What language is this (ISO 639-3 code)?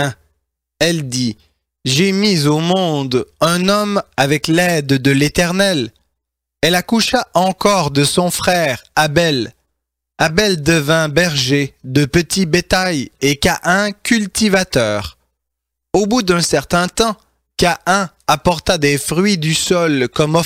fra